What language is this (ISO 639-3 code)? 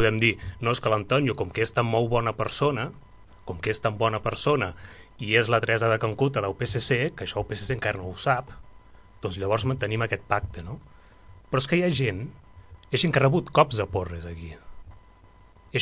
cat